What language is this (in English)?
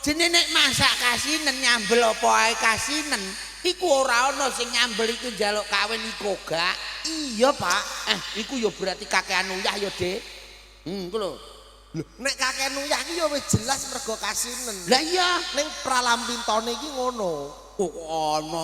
Javanese